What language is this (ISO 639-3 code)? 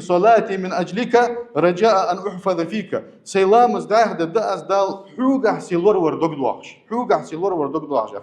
inh